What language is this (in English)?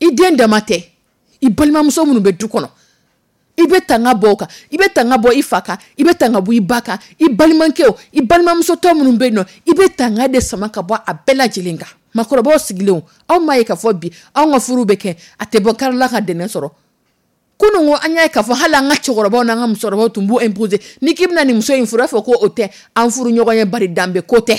Dyula